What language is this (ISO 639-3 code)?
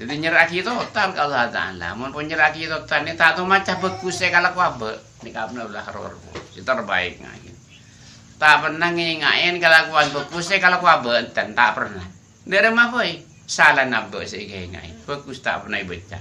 mad